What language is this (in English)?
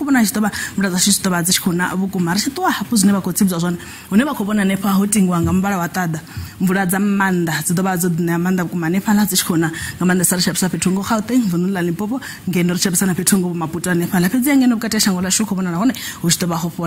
Venda